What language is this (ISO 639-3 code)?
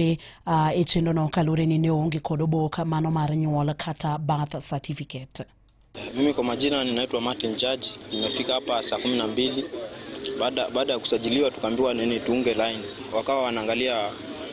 luo